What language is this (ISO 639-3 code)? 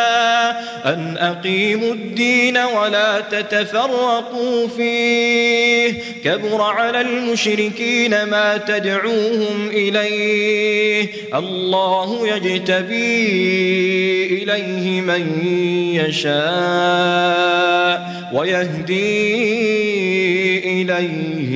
ara